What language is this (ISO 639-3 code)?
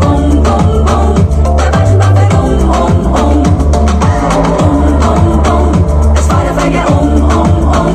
bar